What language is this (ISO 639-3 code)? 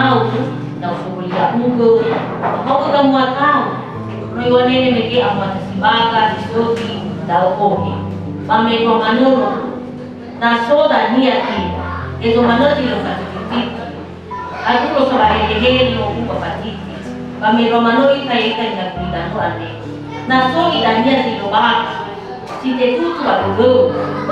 nia